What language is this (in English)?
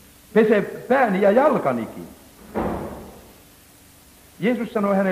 Finnish